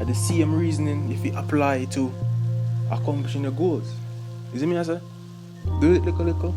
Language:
Jamaican Creole English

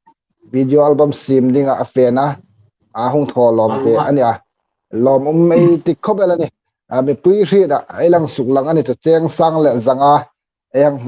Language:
Hmar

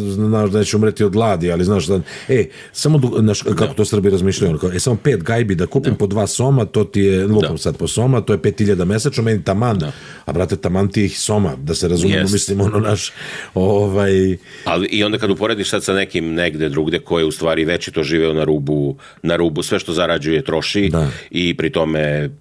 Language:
Serbian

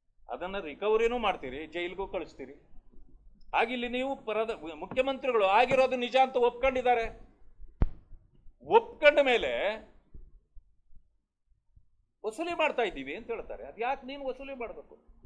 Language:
Kannada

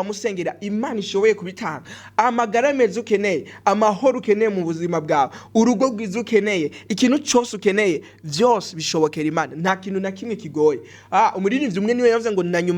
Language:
Rundi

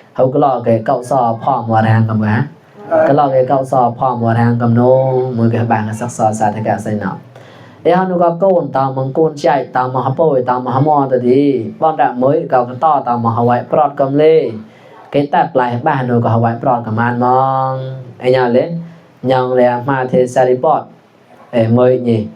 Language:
Mon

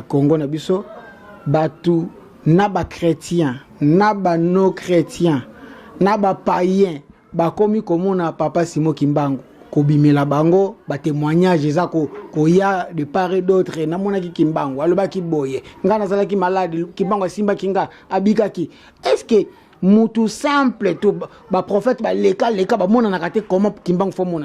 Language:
Lingala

